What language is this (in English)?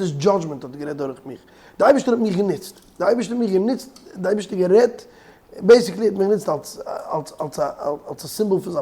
Yiddish